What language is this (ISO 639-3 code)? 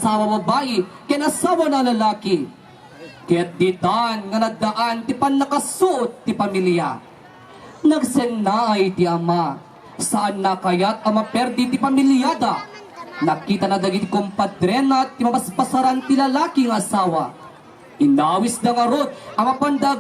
ilo